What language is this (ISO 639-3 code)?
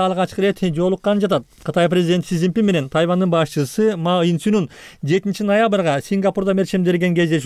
kir